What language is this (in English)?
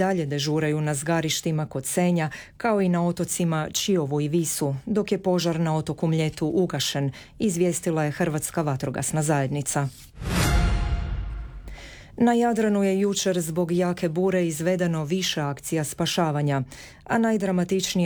Croatian